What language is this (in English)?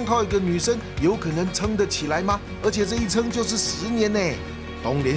Chinese